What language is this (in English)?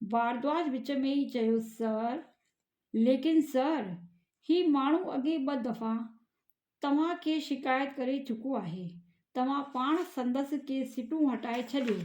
Sindhi